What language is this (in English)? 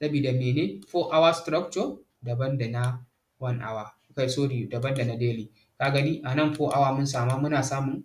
Hausa